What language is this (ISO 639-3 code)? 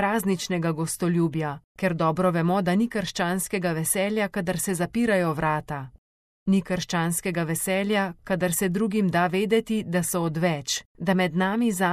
slv